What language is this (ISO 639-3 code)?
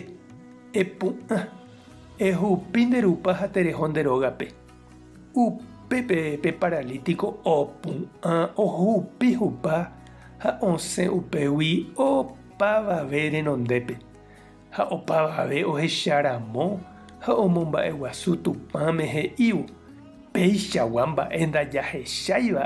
grn